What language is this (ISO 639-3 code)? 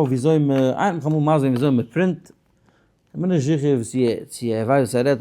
yid